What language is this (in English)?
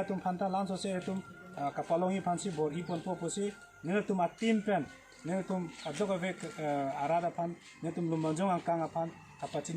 Karbi